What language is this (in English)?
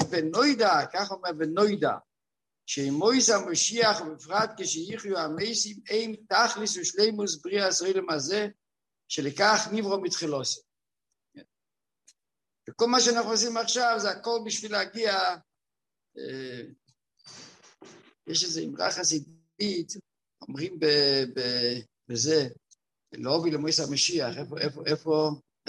Hebrew